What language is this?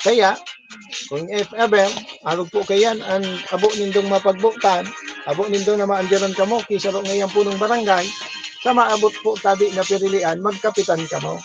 Bikol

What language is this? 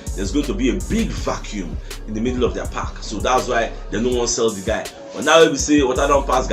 Nigerian Pidgin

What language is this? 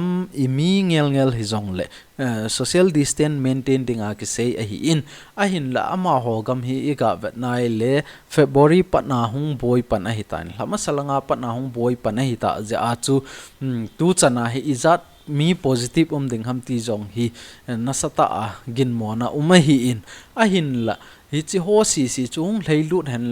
Thado Chin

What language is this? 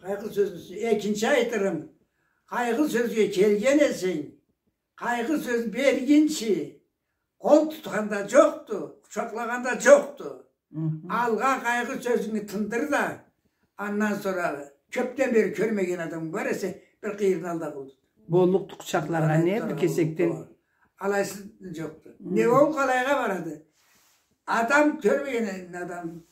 Karachay-Balkar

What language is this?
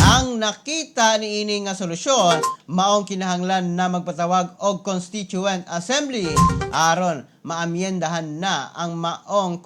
Cebuano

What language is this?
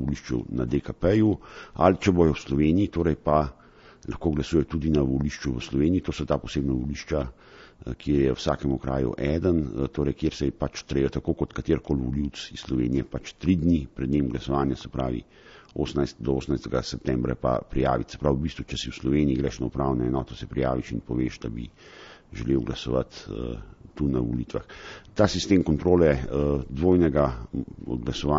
Slovenian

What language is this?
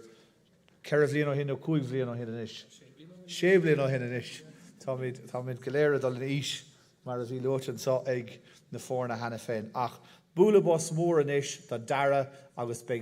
Irish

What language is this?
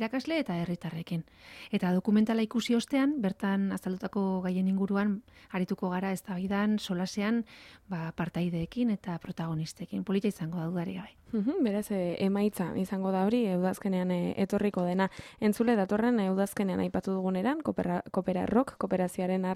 Basque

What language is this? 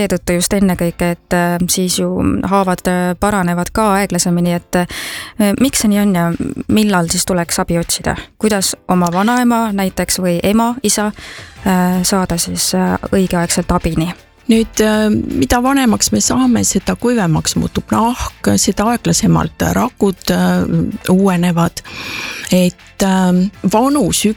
Estonian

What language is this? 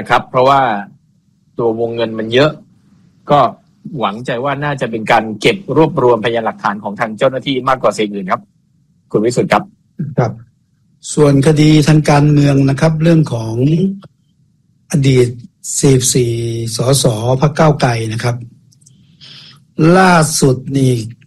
Thai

